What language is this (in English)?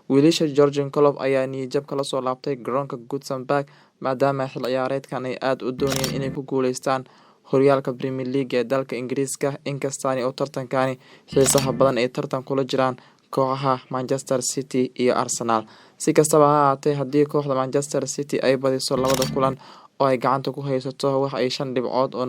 Somali